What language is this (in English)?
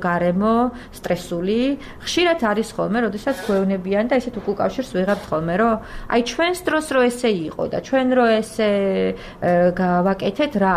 Georgian